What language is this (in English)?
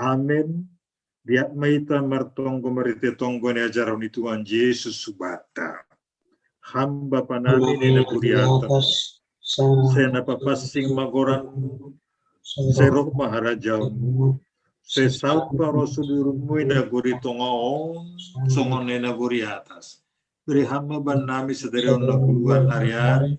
Batak Simalungun